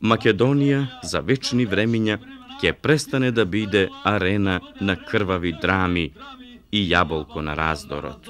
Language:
Macedonian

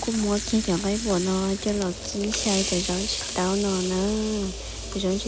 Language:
Hmong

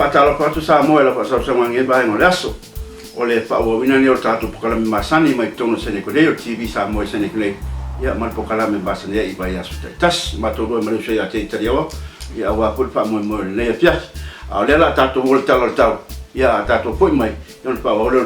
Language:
Samoan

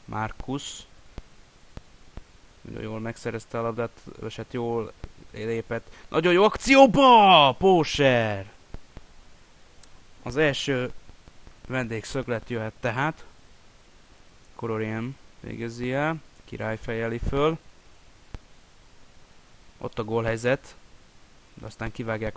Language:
Hungarian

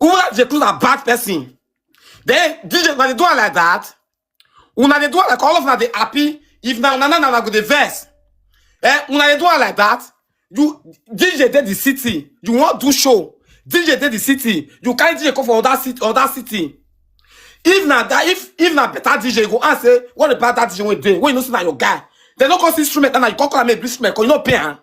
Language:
Nigerian Pidgin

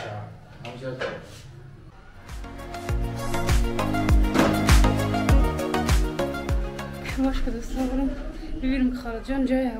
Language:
Persian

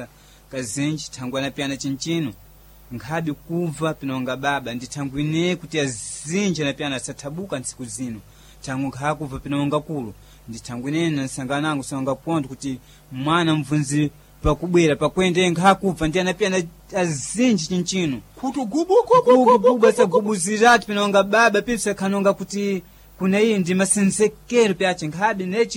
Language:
Sena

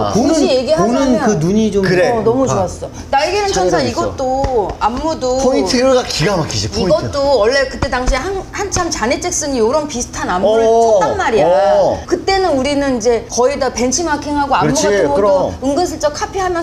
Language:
Korean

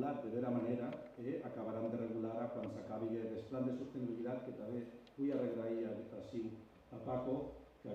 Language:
Occitan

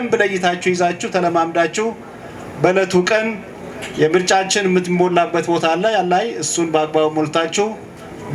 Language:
Amharic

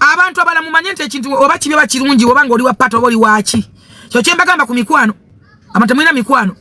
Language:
Ganda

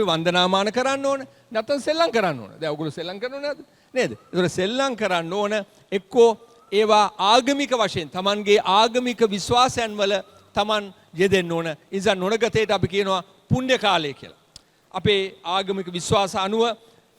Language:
Sinhala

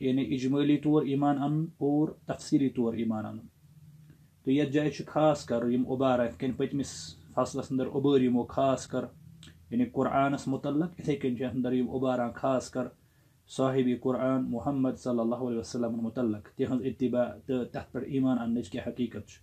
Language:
Kashmiri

